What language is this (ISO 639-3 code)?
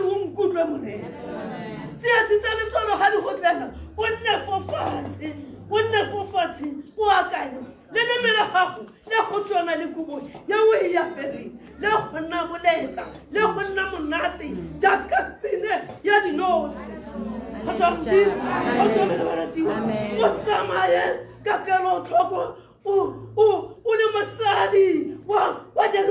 tsn